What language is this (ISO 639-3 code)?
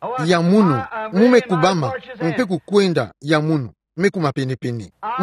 ktu